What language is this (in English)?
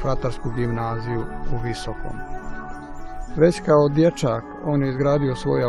Croatian